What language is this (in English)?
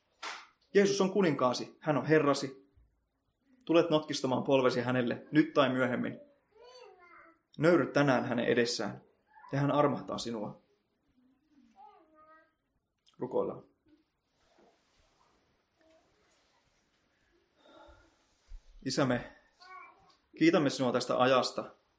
Finnish